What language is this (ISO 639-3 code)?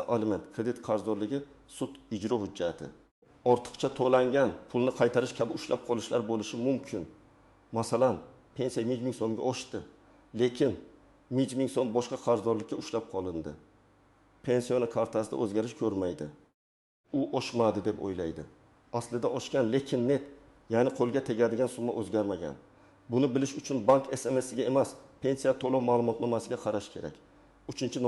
uzb